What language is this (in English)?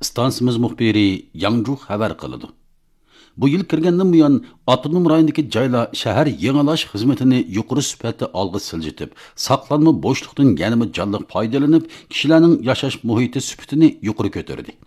Uyghur